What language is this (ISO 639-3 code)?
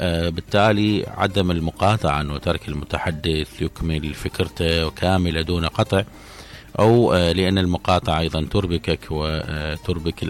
acm